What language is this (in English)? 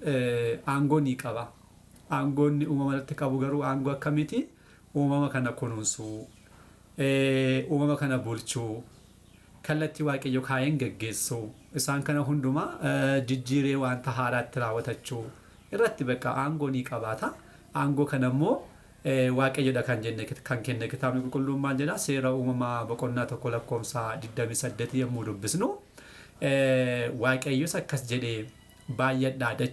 Oromo